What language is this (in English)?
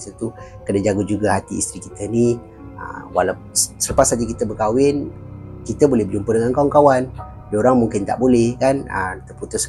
Malay